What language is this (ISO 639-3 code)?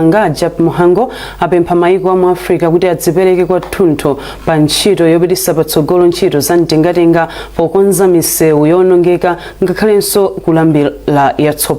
nya